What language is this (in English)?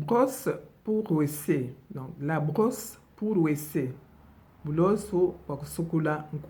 Luba-Lulua